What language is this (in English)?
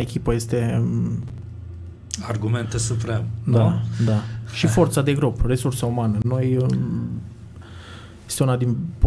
Romanian